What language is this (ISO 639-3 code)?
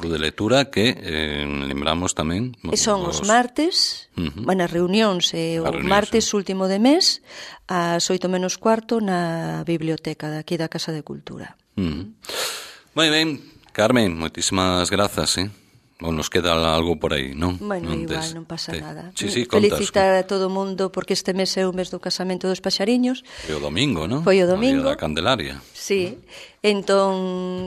glg